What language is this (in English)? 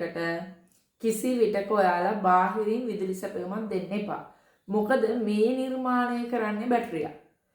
Sinhala